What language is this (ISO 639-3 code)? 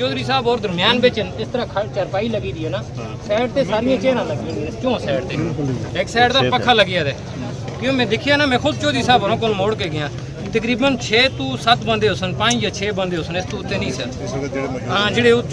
phr